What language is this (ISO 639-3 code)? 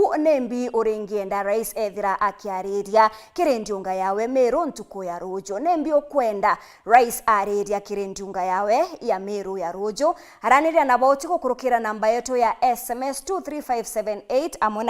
mer